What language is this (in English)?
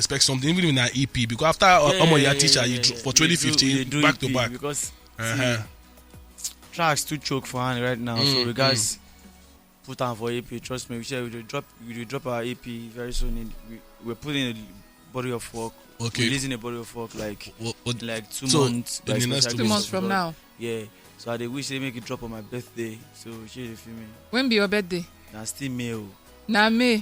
Nigerian Pidgin